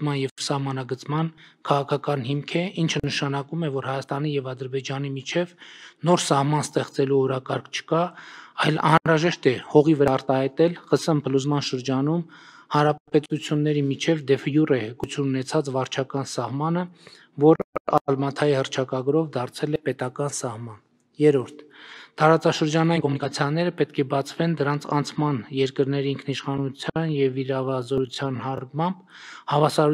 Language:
Armenian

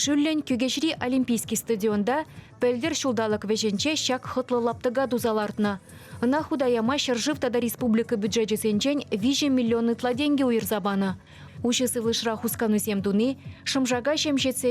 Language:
Chuvash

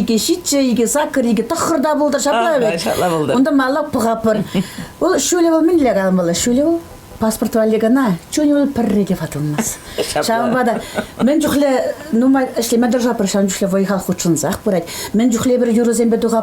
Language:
Chuvash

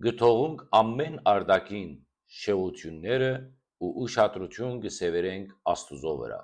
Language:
Western Armenian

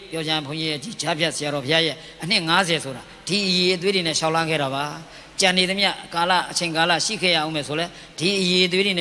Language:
Burmese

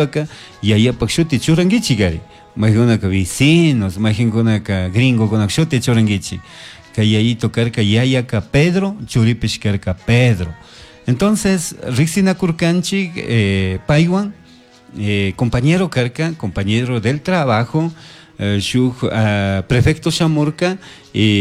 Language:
Chimborazo Highland Quichua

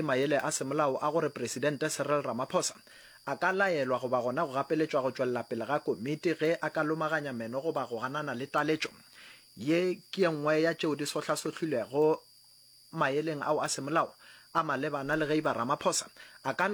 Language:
Northern Sotho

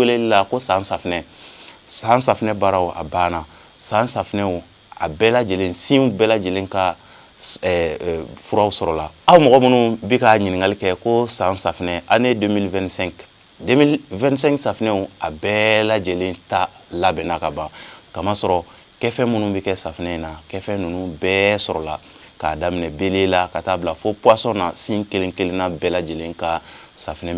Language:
Bambara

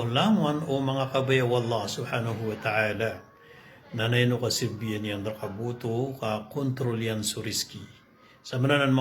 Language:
Maranao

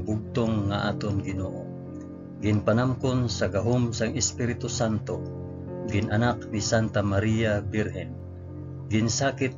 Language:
Hiligaynon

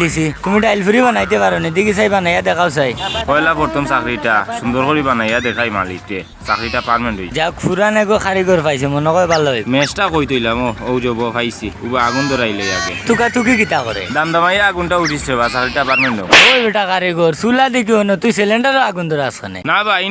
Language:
Sylheti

